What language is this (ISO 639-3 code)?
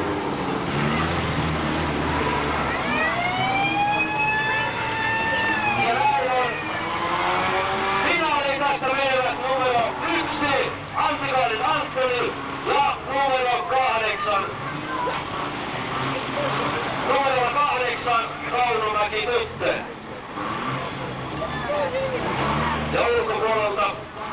fin